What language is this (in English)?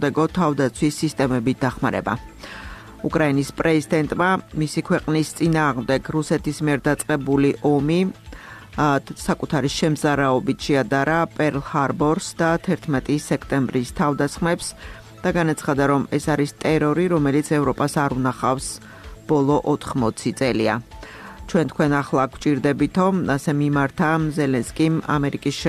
Georgian